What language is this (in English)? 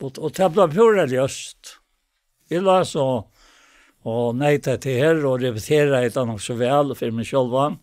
Faroese